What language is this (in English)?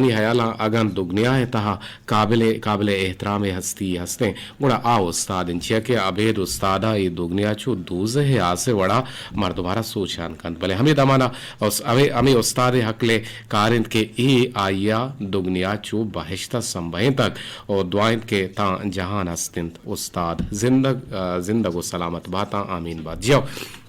Eastern Balochi